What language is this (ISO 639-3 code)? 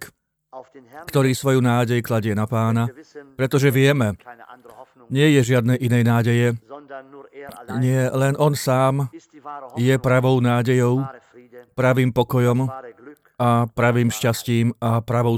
slk